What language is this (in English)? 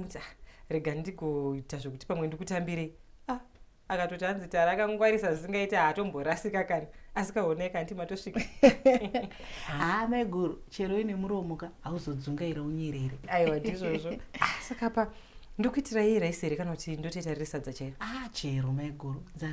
Shona